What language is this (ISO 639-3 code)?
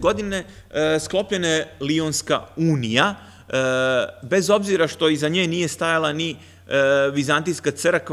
srp